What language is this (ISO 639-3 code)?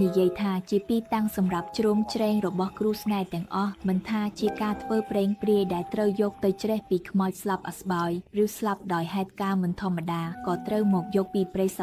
khm